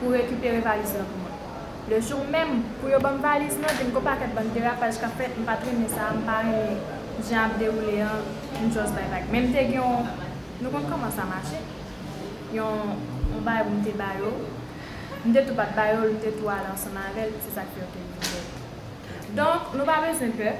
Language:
Haitian Creole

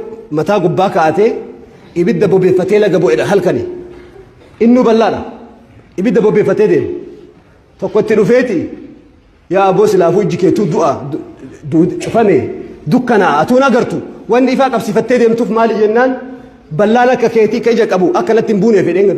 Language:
Oromo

